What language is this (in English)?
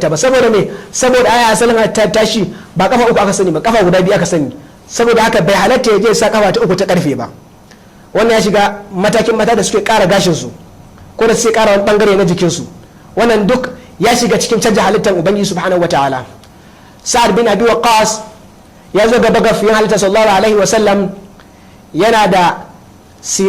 Hausa